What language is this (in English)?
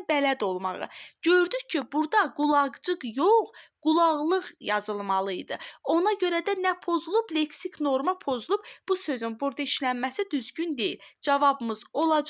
Azerbaijani